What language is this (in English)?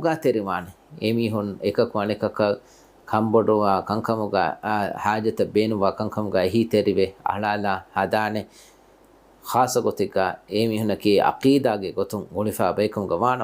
Divehi